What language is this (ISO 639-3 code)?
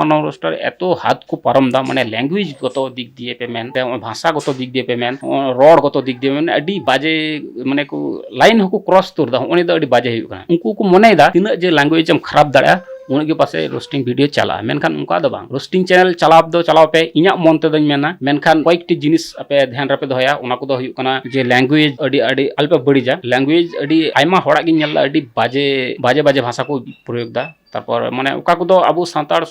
sat